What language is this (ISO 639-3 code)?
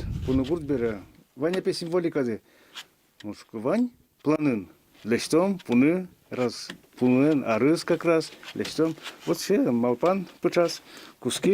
udm